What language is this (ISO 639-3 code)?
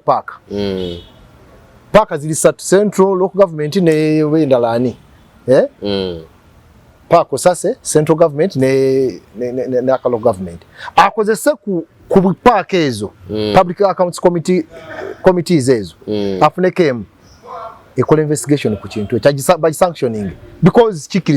lug